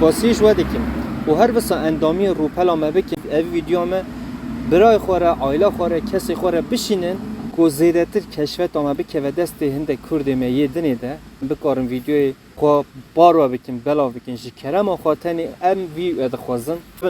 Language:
Kurdish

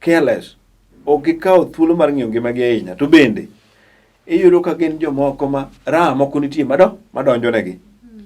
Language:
Luo (Kenya and Tanzania)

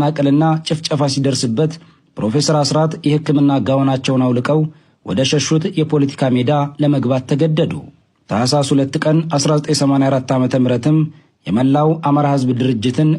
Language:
Amharic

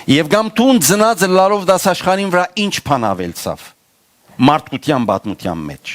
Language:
Western Armenian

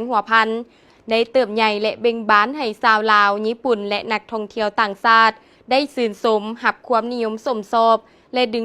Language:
Lao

